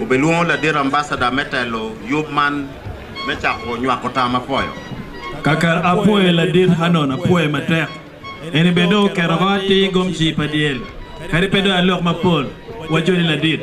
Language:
Acoli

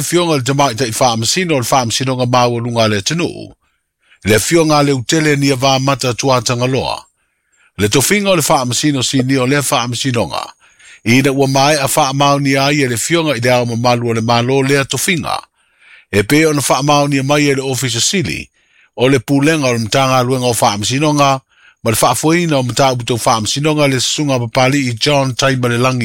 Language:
Samoan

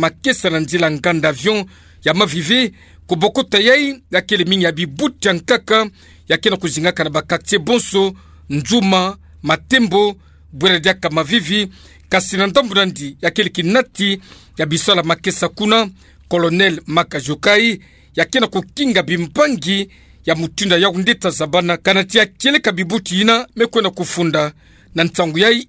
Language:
Kituba (Democratic Republic of Congo)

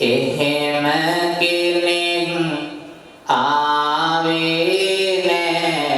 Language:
Sinhala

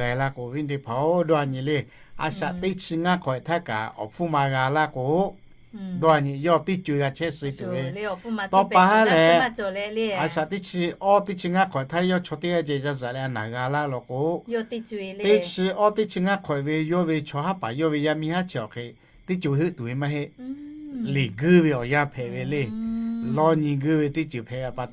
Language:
Lahu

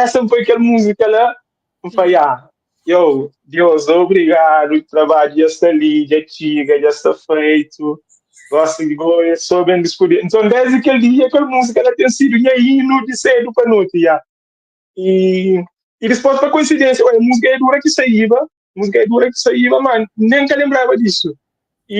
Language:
Kabuverdianu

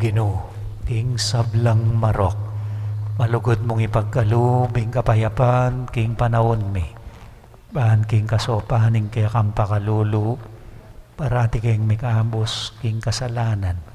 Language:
Pampanga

